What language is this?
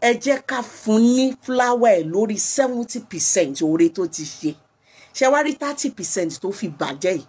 Yoruba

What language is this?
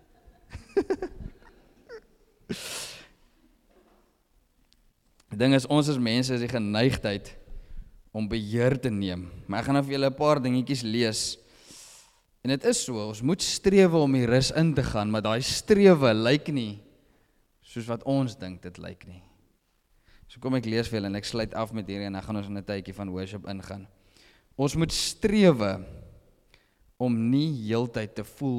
Afrikaans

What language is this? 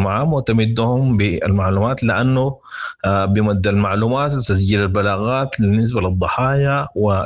Sudanese Arabic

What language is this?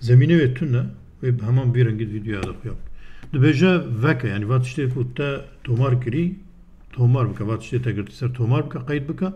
Kurdish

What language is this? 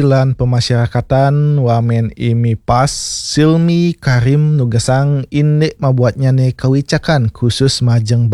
Balinese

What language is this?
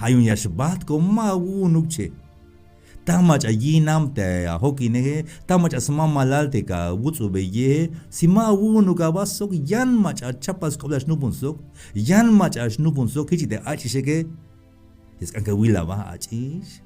Tzeltal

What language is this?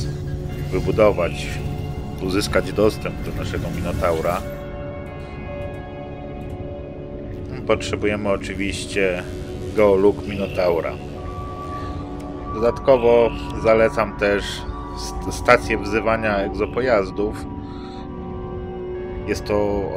Polish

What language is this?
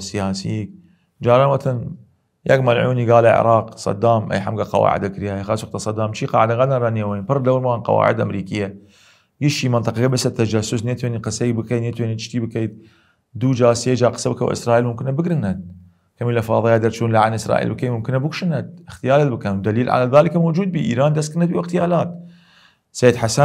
Southern Kurdish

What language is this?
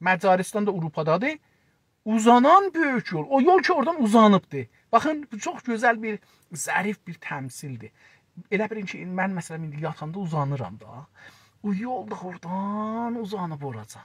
South Azerbaijani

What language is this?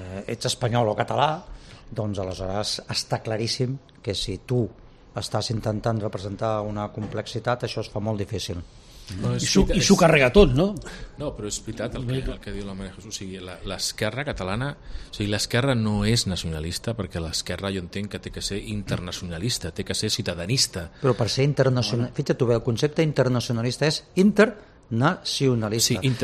Catalan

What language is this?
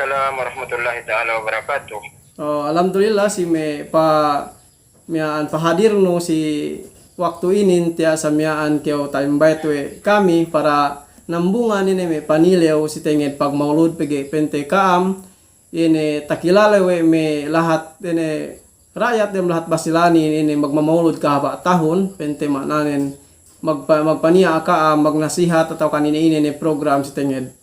Yakan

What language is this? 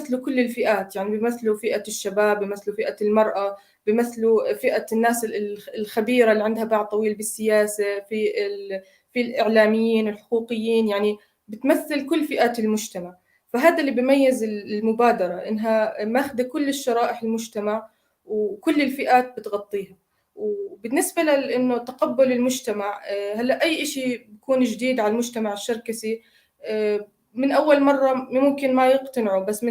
North Levantine Arabic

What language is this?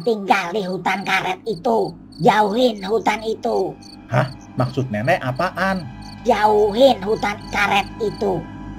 Betawi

